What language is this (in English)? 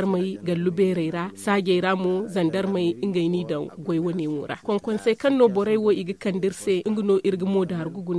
Zarma